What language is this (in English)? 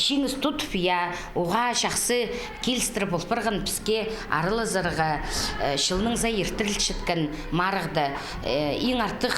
Khakas